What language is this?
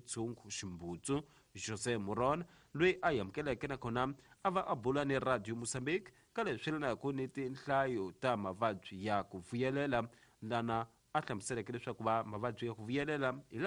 Tsonga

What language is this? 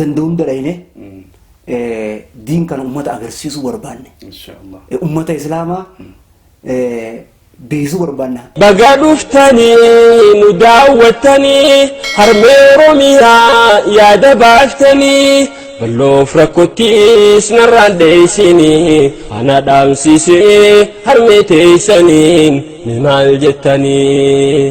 Oromo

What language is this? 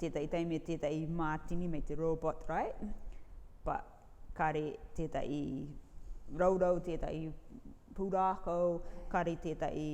Rarotongan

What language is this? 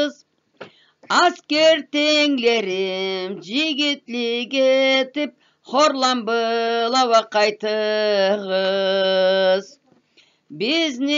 Karachay-Balkar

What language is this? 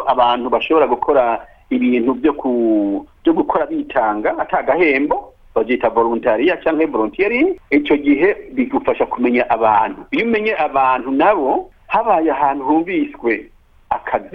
Rundi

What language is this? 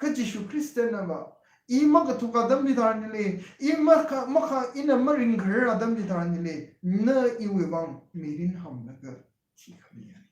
Tangkhul Naga (India)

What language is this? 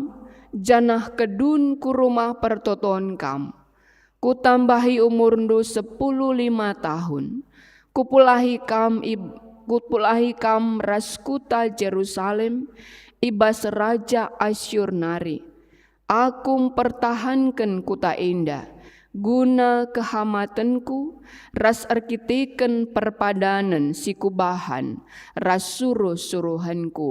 Batak Karo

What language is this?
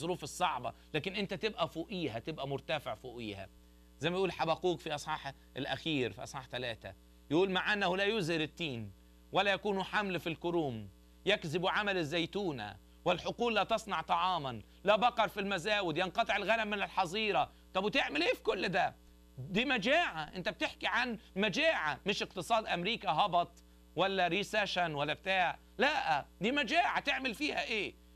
Egyptian Arabic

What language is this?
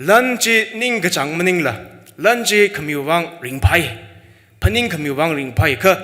Tangkhul Naga (India)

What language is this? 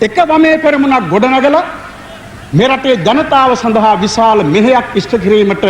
Sinhala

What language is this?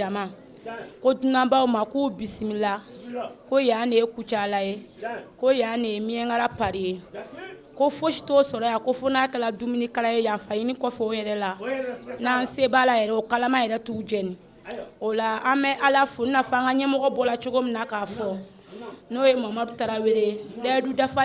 Bambara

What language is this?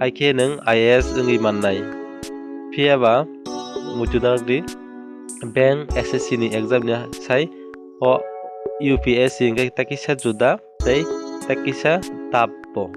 Kok Borok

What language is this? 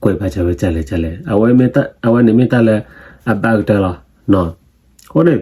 S'gaw Karen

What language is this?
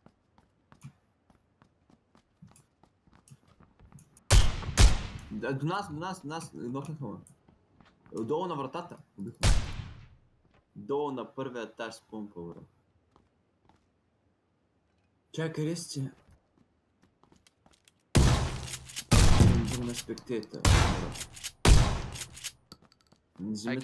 Bulgarian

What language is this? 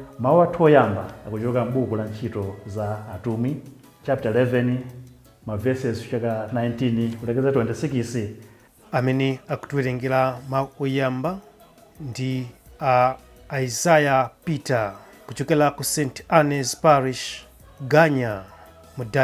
Nyanja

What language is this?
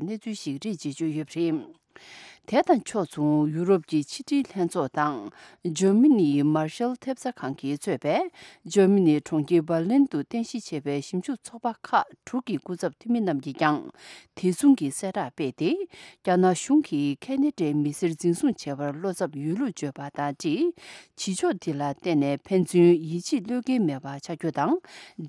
Tibetan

